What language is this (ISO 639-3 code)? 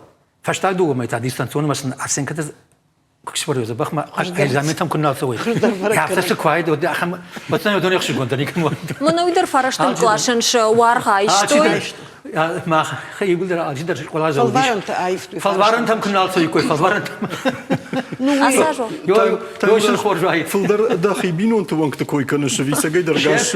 oss